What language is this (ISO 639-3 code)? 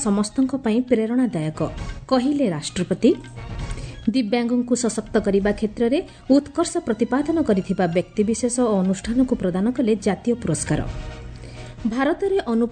ori